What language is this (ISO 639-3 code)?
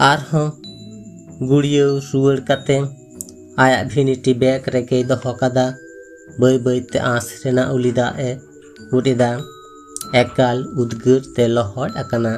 sat